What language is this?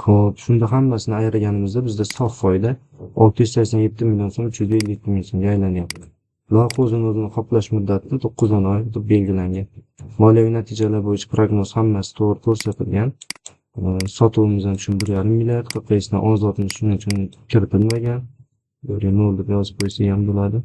Uzbek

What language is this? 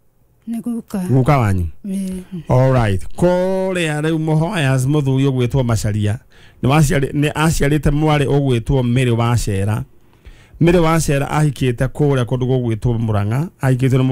Kikuyu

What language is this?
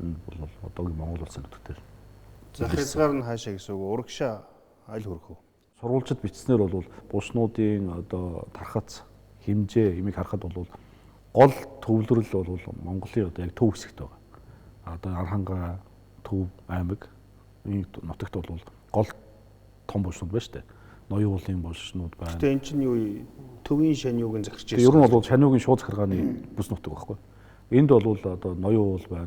Mongolian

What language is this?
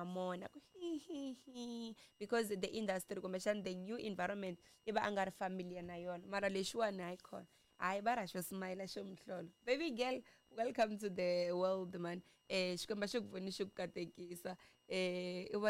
Tsonga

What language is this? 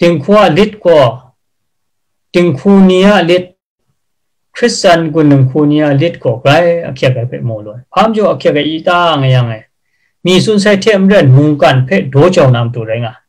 Kachin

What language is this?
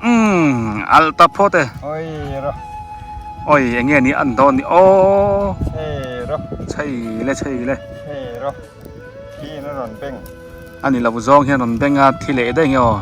Biete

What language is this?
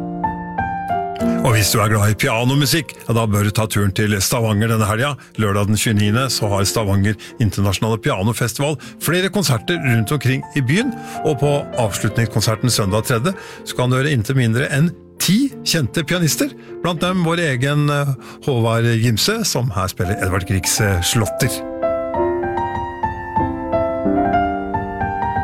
Norwegian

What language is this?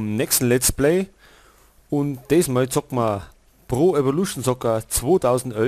Bavarian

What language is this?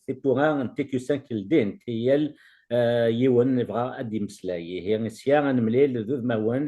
Kabyle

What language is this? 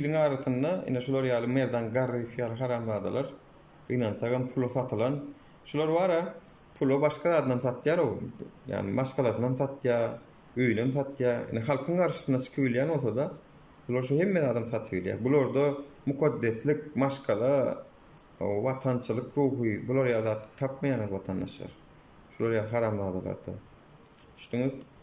Turkmen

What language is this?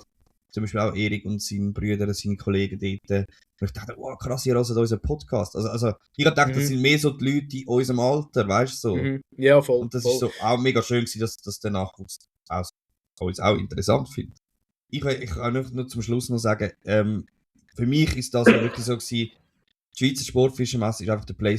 Swiss German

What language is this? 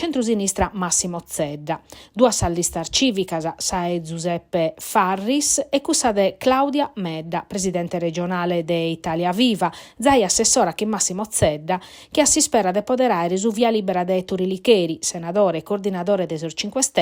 Sardinian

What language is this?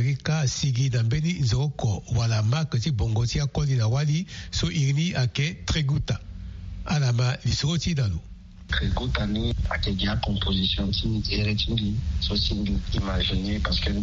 Sango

